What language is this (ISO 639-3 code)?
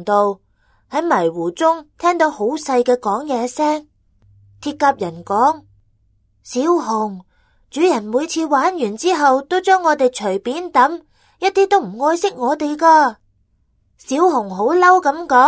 yue